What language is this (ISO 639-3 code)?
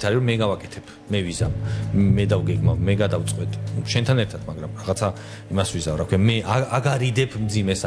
kat